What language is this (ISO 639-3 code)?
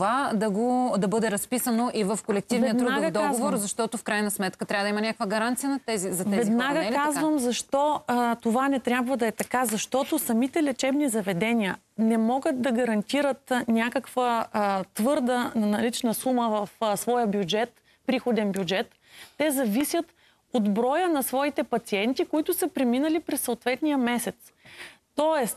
bul